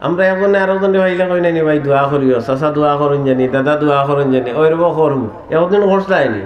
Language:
Sylheti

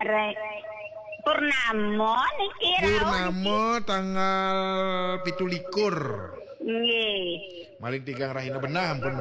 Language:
Balinese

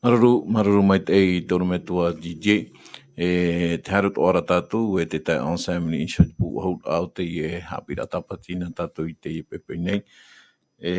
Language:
Tahitian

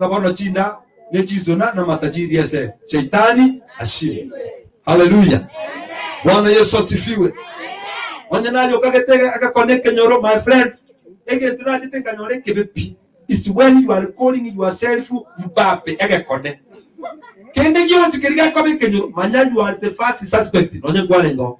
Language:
Gusii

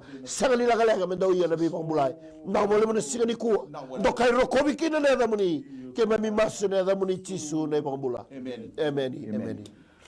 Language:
Fijian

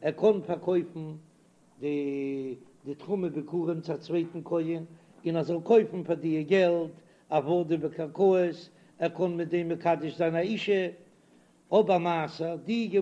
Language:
Yiddish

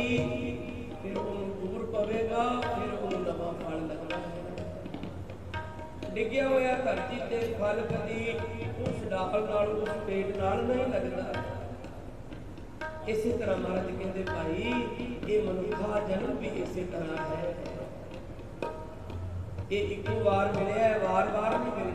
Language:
Punjabi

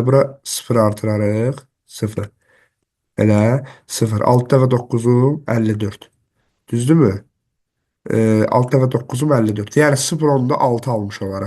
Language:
Azerbaijani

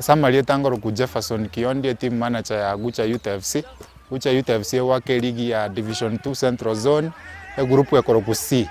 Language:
Gusii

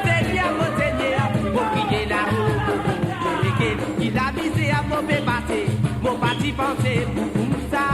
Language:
Morisyen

